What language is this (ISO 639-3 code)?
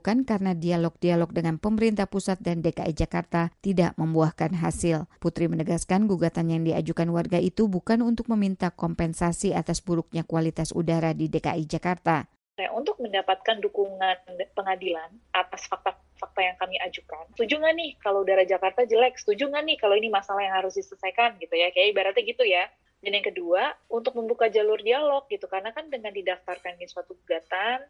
ind